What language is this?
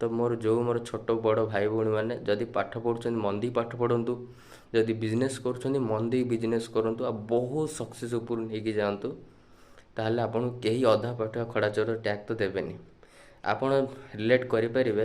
Odia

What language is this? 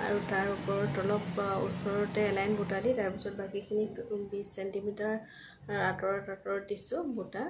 Assamese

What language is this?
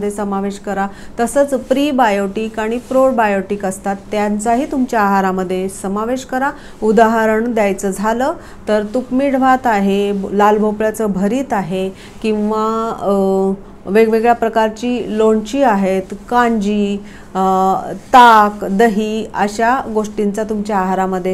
Marathi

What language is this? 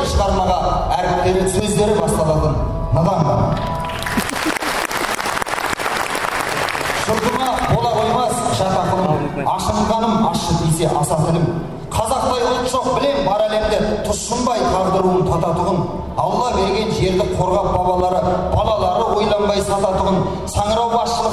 Kazakh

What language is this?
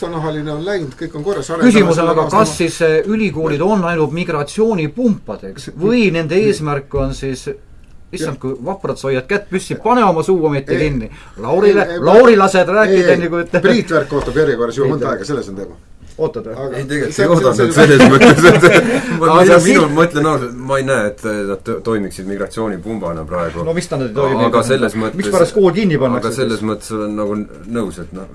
Estonian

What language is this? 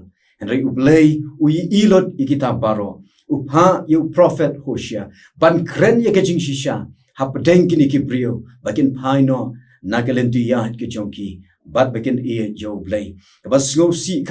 Khasi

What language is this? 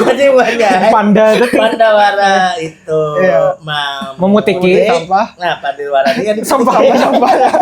Banjar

